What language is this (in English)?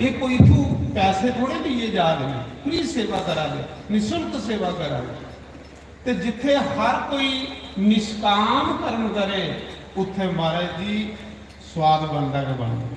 Dogri